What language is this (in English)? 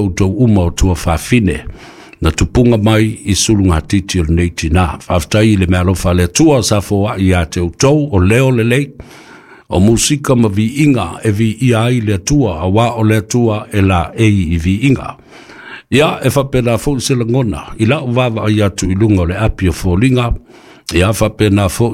Samoan